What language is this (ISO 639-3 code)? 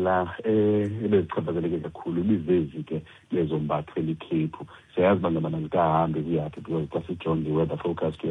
xho